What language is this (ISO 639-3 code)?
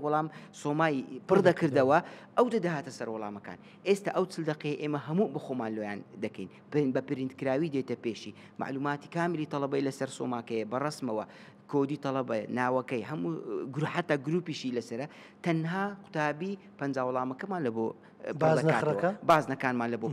ckb